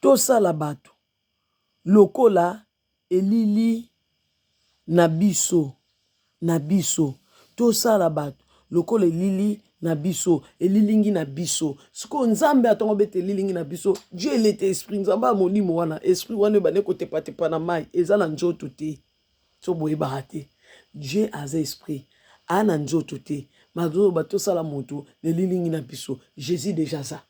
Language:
Lingala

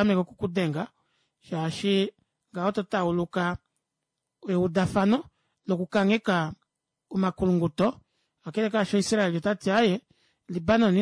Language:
Kuanyama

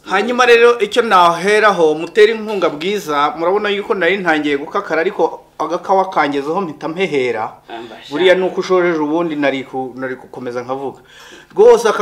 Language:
Kinyarwanda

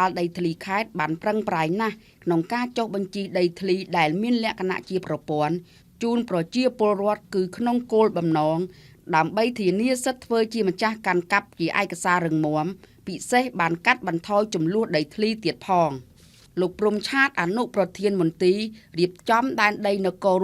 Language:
Khmer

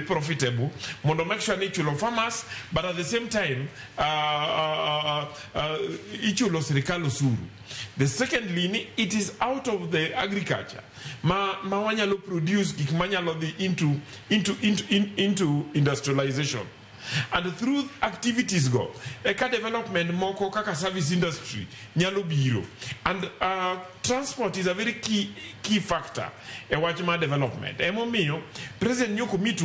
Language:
Luo (Kenya and Tanzania)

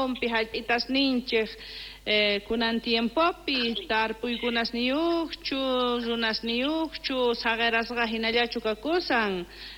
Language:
South Bolivian Quechua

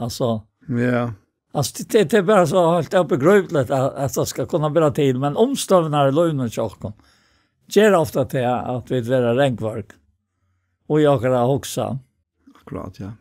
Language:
Faroese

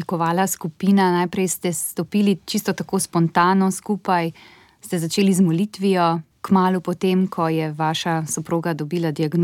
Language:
Slovenian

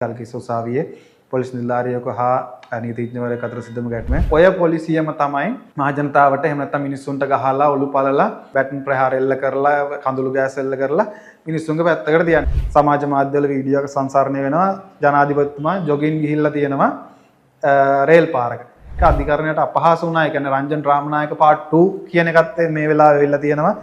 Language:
Sinhala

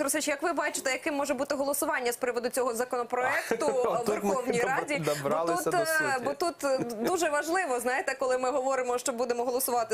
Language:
Ukrainian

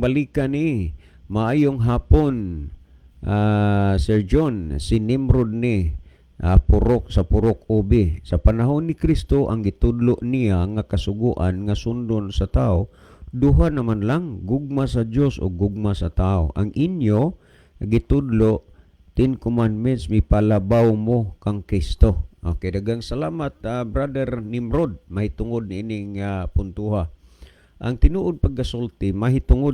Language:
Cebuano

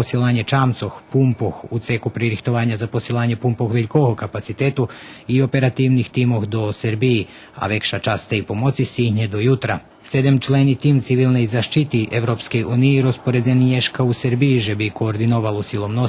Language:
Rusyn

